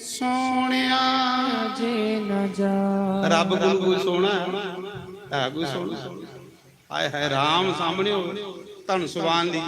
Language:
Dogri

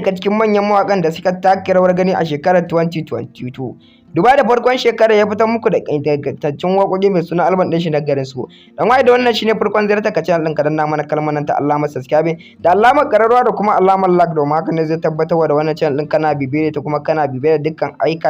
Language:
Hausa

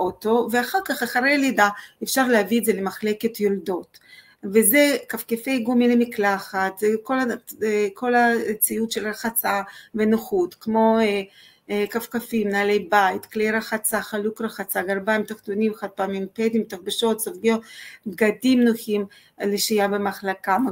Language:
Hebrew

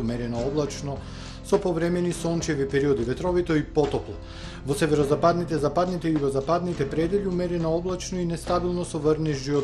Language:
Macedonian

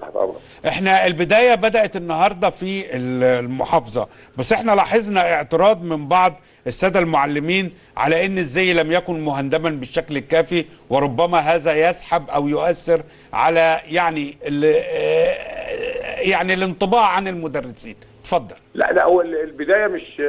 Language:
Egyptian Arabic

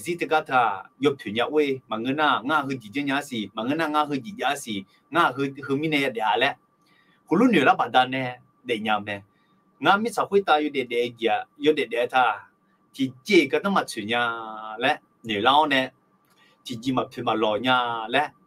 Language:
Akha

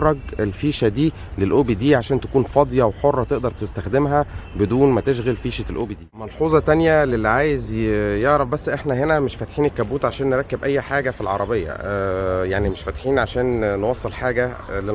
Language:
Egyptian Arabic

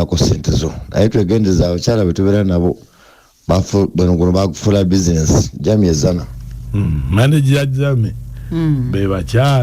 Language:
Ganda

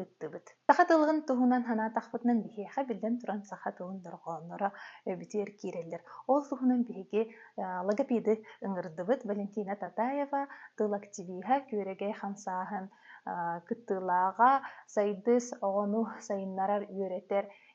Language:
Yakut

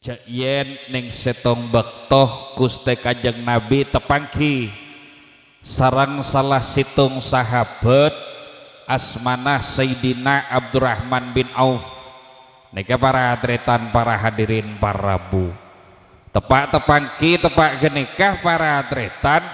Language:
Madurese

